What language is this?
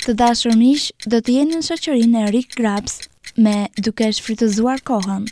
Albanian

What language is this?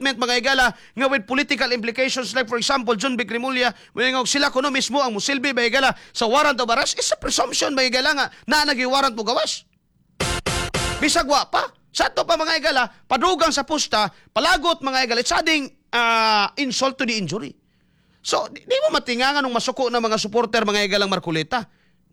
Cebuano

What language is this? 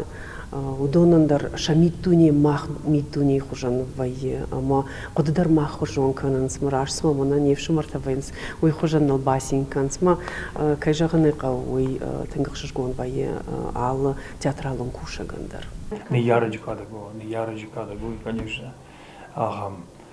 Ossetic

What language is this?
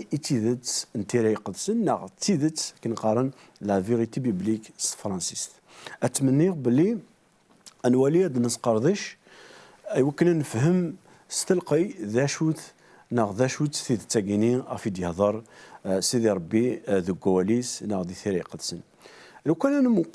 Kabyle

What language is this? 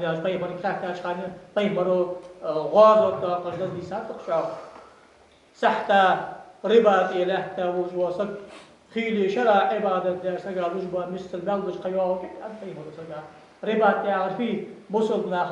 Ingush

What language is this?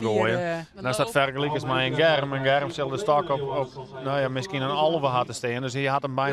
Western Frisian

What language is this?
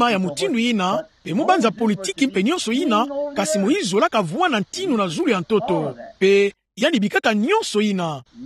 Kituba (Democratic Republic of Congo)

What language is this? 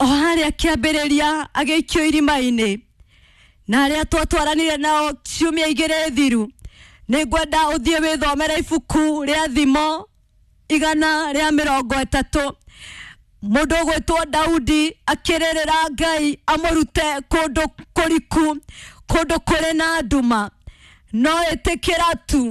Kikuyu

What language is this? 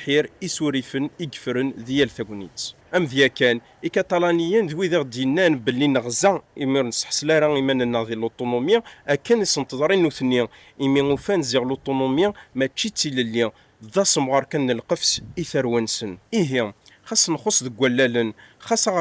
Kabyle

